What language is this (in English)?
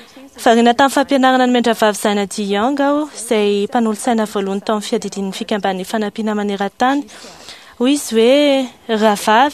Malagasy